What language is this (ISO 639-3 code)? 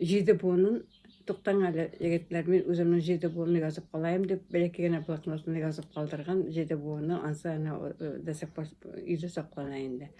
bak